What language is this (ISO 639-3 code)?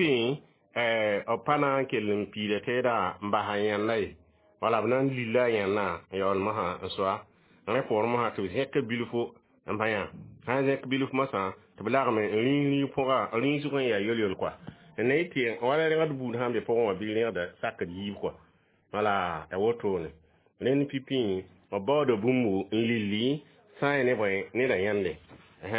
mos